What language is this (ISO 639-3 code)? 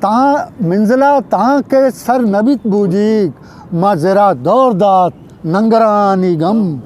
bgp